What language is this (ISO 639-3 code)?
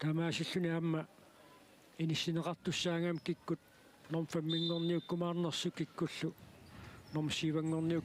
kal